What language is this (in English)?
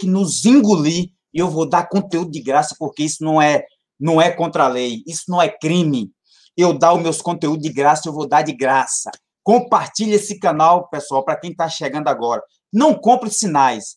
Portuguese